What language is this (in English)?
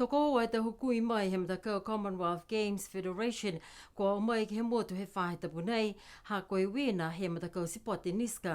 Niuean